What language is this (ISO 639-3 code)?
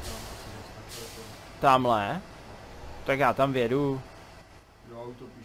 ces